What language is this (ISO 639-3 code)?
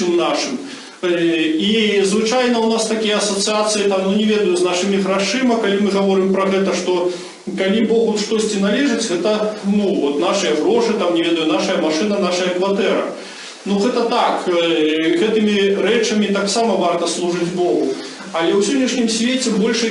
bel